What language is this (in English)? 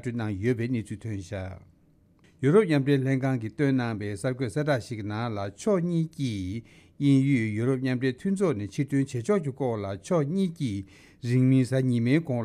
Tibetan